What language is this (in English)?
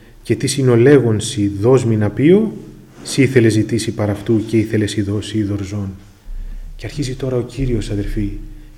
Greek